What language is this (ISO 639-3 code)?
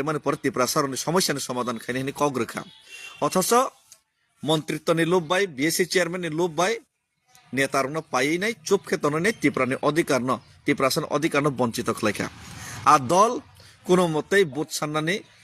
trp